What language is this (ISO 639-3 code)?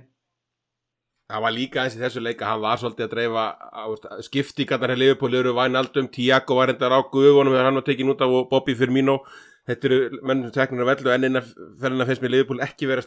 isl